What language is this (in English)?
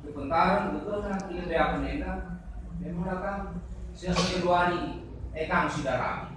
Batak Karo